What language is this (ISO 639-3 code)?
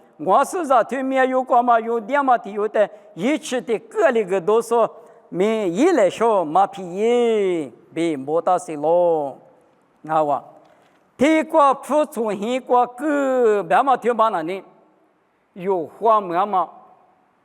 lis